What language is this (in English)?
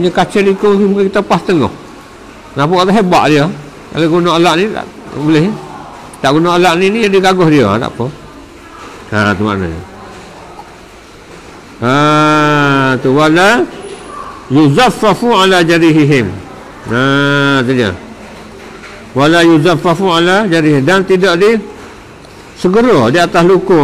Malay